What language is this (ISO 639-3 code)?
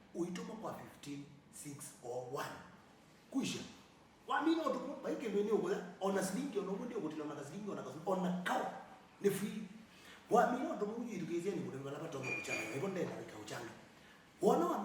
kam